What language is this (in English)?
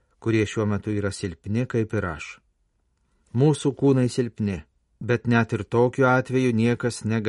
Lithuanian